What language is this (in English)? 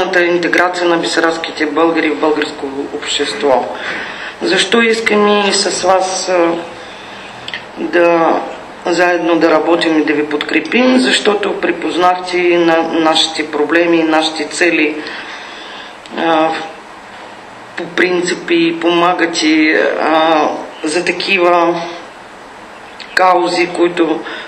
Bulgarian